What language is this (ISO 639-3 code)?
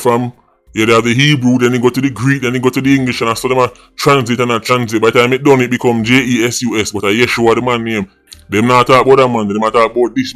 jam